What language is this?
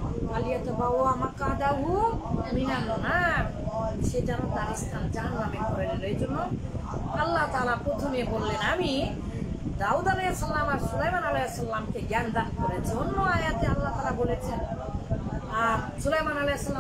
Bangla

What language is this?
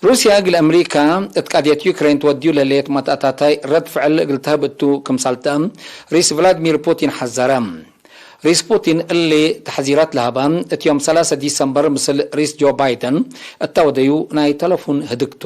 Tigre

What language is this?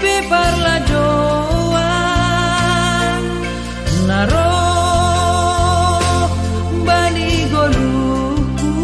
Batak Simalungun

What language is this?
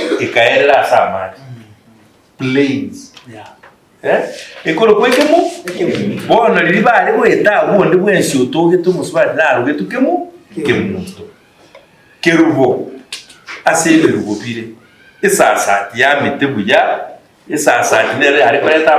Gusii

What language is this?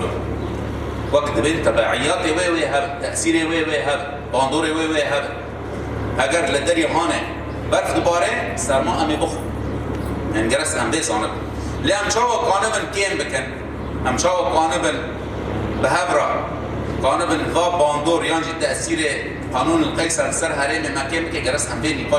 Kurdish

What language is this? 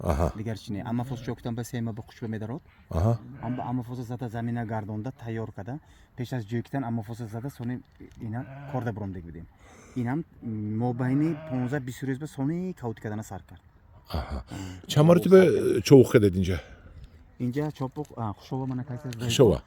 Tajik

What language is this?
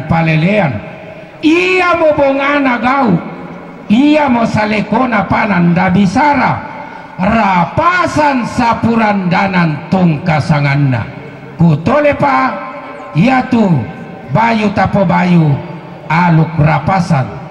Toraja-Sa'dan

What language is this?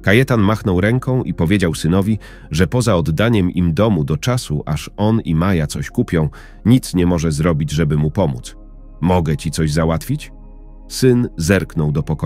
Polish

